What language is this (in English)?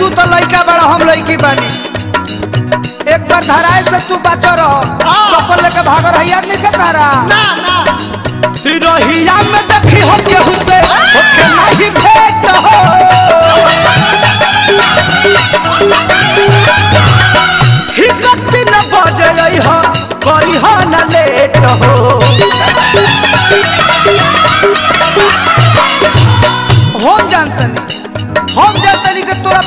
Bhojpuri